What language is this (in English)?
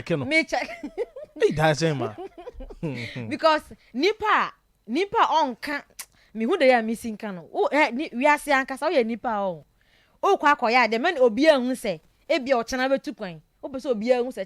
Akan